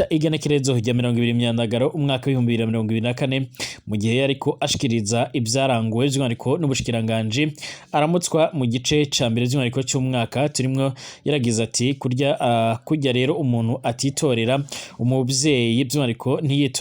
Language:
Rundi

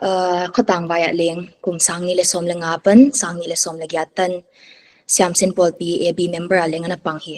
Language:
Paite Chin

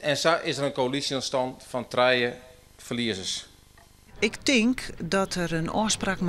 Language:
Western Frisian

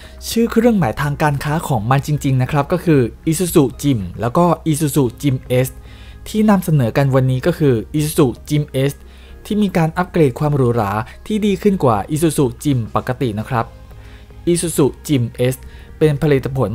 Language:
Thai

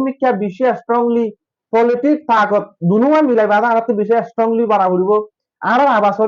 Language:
Rohingya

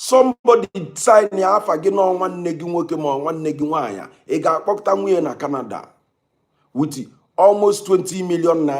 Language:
Igbo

